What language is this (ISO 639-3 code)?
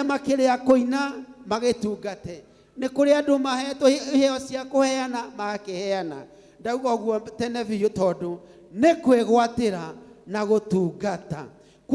kik